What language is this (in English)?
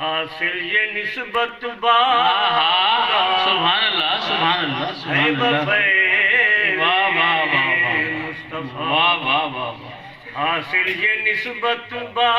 Saraiki